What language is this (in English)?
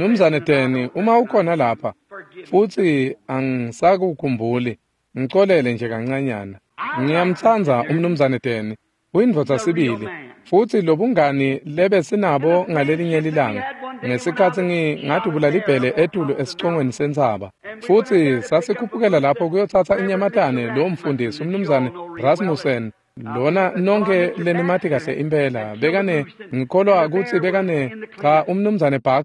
Swati